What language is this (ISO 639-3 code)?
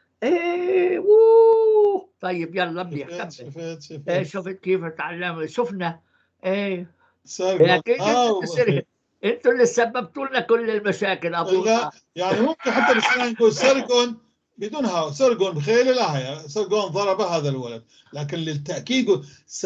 apc